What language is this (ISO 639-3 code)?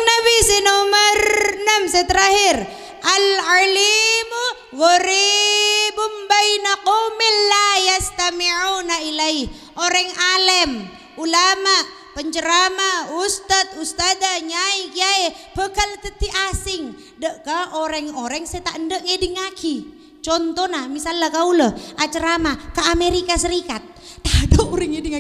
mad